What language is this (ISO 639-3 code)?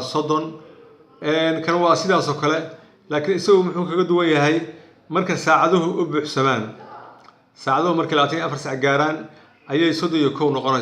som